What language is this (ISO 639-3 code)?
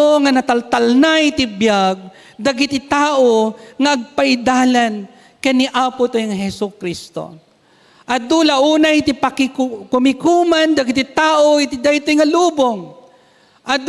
ilo